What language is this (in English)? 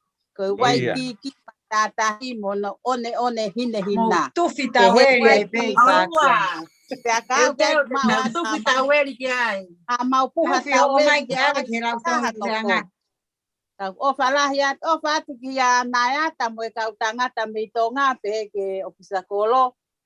Tongan